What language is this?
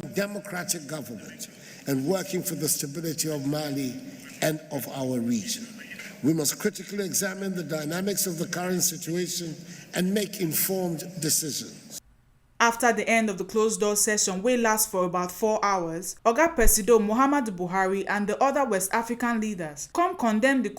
Nigerian Pidgin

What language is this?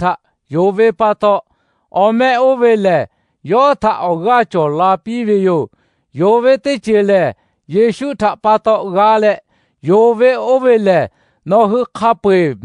Lahu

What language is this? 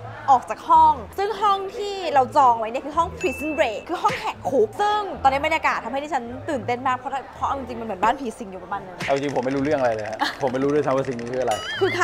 Thai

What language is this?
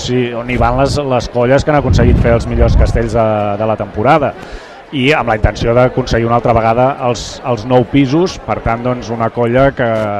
Catalan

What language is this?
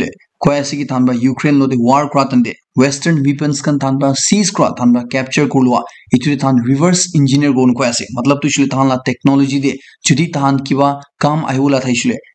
Naga Pidgin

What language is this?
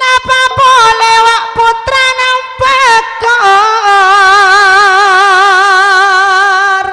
Madurese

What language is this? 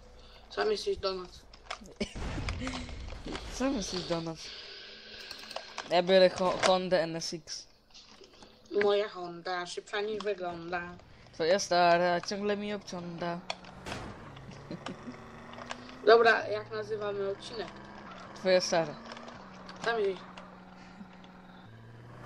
Polish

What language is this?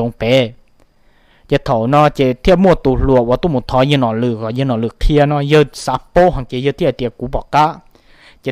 Hmong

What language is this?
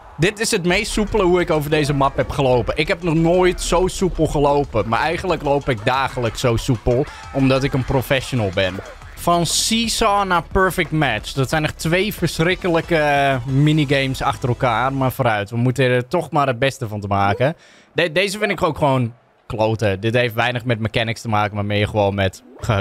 Dutch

